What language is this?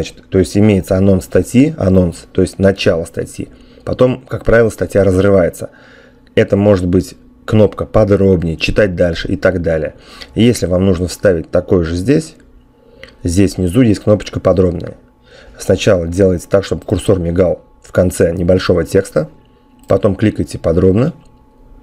Russian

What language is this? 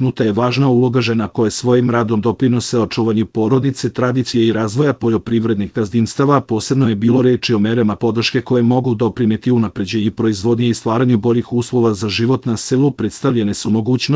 Serbian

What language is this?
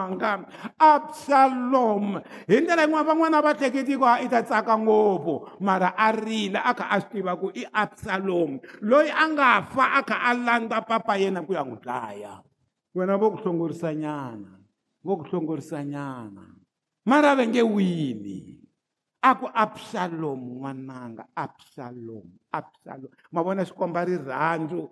Tsonga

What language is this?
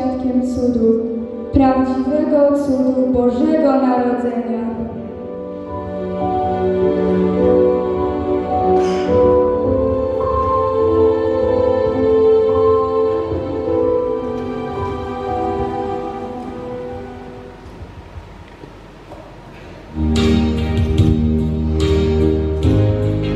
Polish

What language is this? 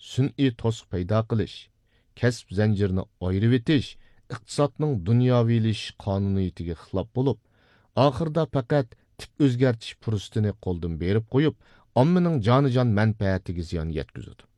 Uyghur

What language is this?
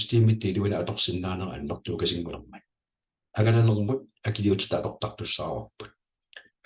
Kalaallisut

